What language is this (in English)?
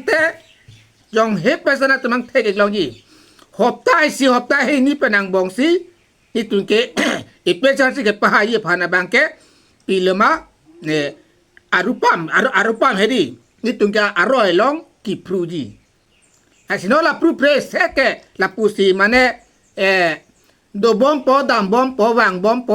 Karbi